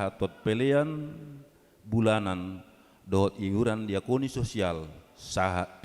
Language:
Batak Toba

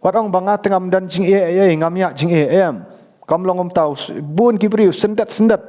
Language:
Khasi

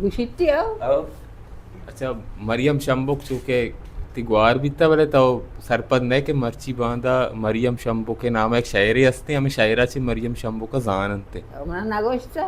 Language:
Baluchi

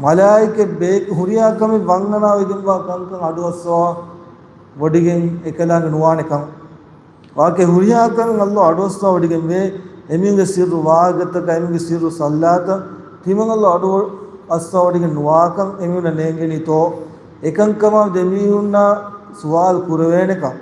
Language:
Divehi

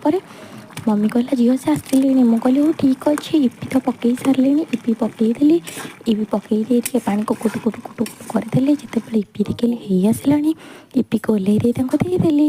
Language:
Odia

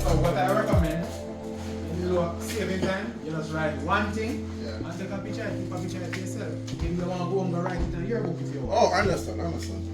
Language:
Jamaican Creole English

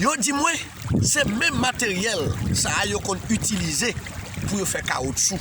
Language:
Haitian Creole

